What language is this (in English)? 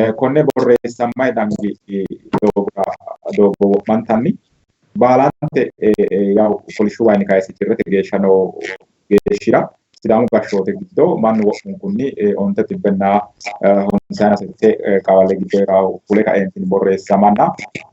Sidamo